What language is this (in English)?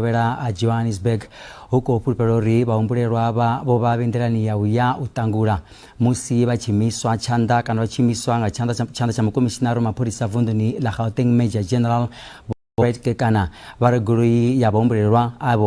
Venda